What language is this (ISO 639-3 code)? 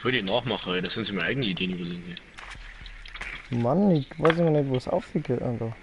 bar